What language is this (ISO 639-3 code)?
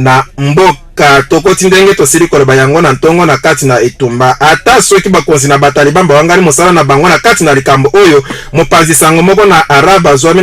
lin